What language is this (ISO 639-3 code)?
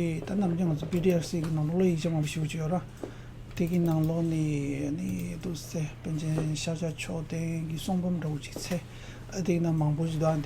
bod